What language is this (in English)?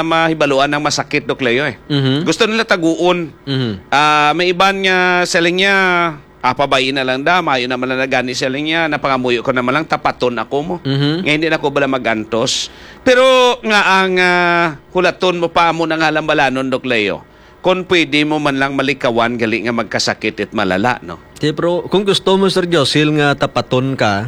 Hiligaynon